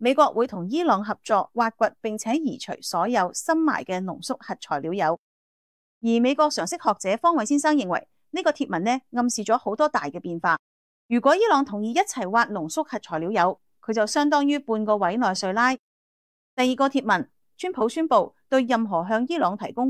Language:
Cantonese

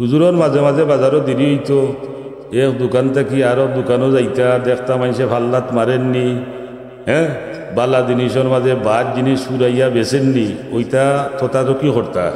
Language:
Sylheti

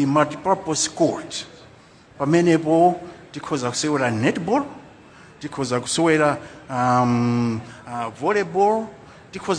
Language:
Nyanja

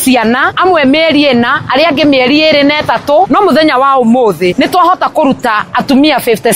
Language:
Kikuyu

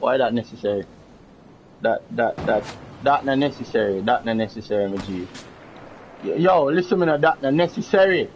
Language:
Jamaican Creole English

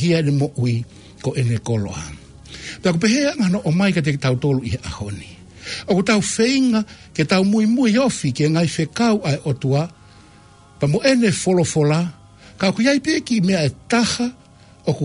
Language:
Tongan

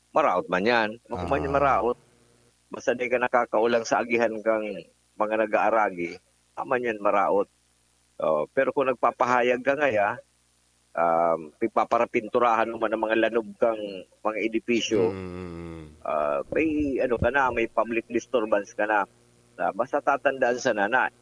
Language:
Bikol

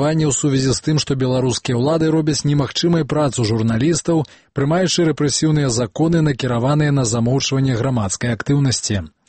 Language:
Belarusian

